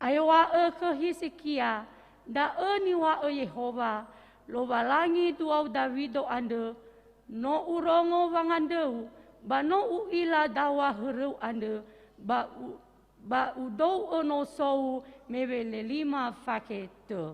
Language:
Nias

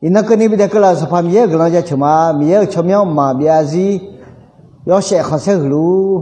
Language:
Akha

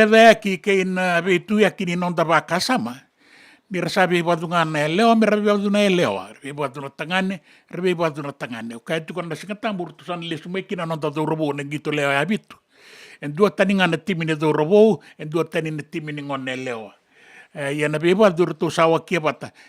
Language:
Fijian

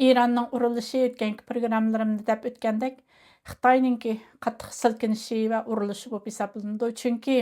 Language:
Uyghur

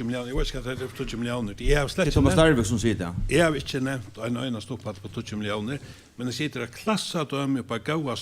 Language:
Faroese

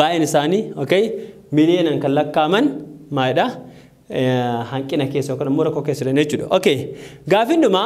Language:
Oromo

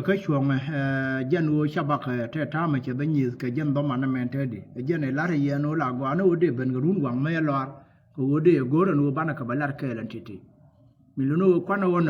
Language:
Nuer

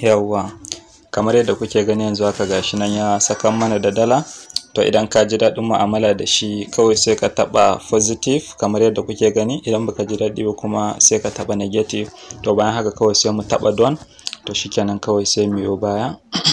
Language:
Hausa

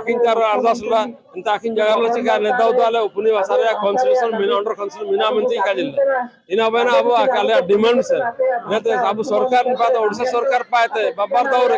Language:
Santali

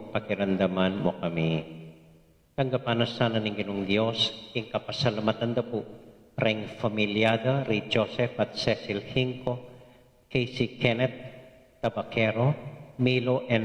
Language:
Pampanga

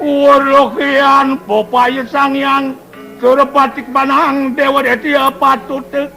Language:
Balinese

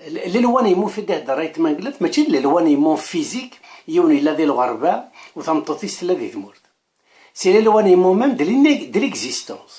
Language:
Kabyle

